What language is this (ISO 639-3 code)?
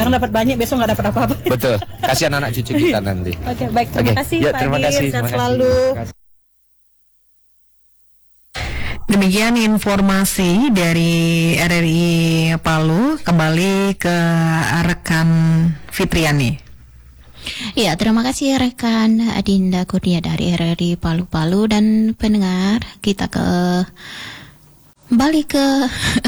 ind